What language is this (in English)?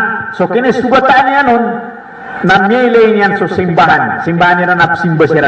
Maranao